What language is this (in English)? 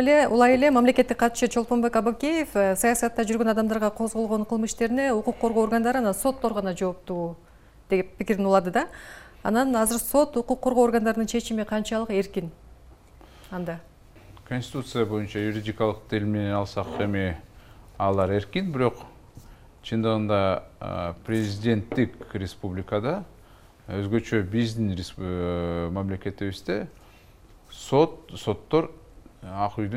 Kyrgyz